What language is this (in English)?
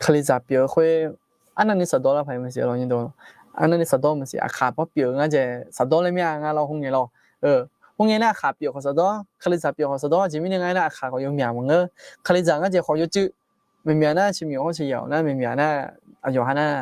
Akha